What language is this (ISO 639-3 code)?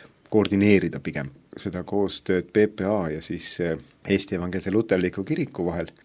est